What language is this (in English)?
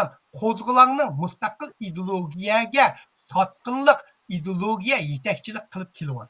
Uyghur